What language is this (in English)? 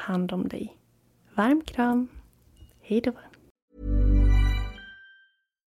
Swedish